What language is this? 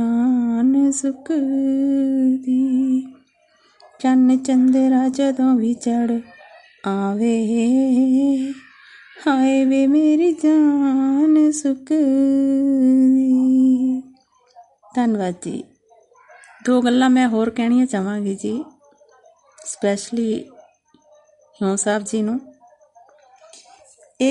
Punjabi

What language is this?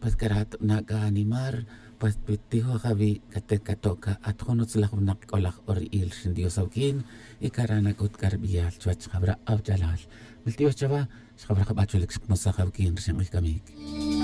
Tz'utujil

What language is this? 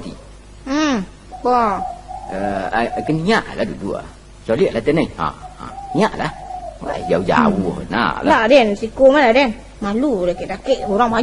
Minangkabau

